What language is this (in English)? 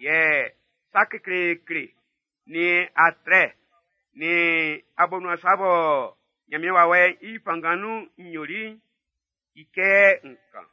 Baoulé